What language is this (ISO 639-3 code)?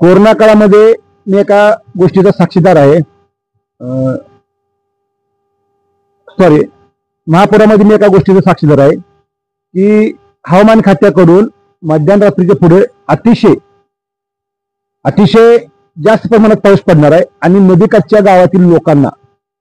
mar